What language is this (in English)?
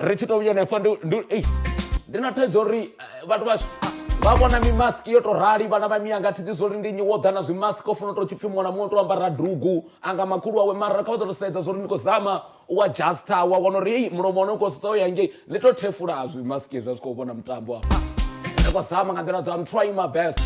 Venda